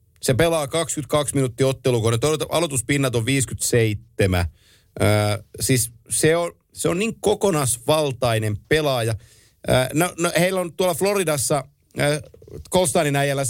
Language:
Finnish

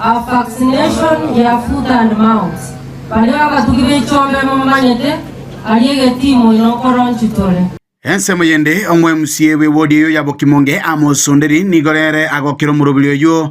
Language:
Gusii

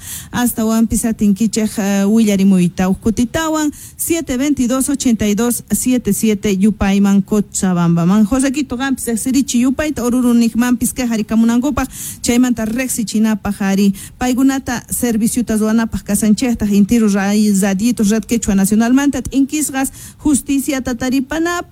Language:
South Bolivian Quechua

